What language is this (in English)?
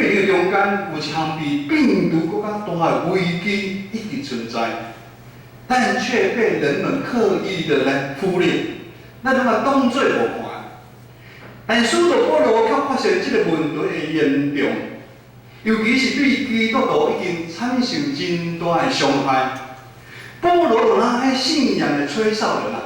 Min Nan Chinese